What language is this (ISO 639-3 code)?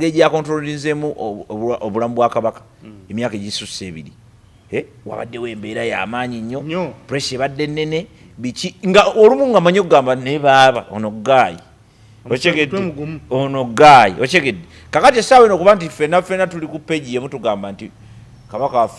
lug